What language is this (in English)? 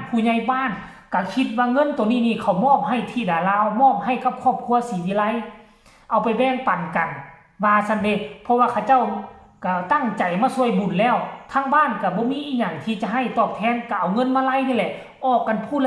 Lao